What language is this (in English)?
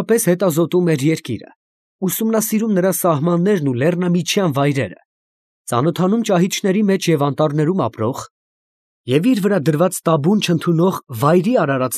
Armenian